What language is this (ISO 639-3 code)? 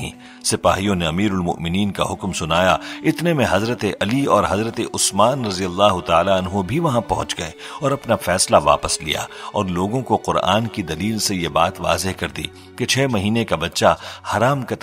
urd